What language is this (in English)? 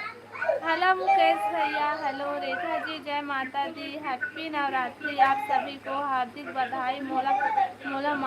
Chhattisgarhi